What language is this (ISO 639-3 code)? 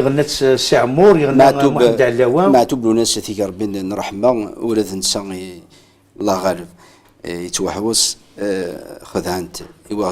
kab